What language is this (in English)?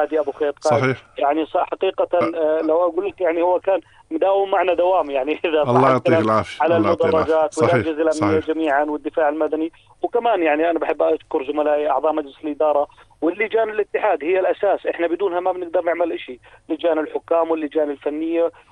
North Levantine Arabic